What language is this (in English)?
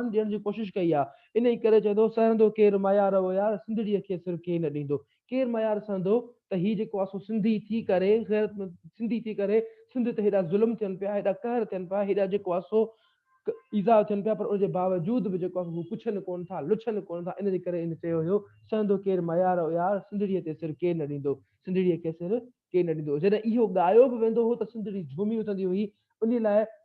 Sindhi